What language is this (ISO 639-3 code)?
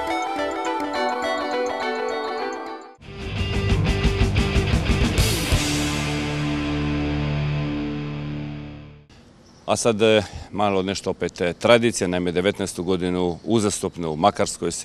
hrv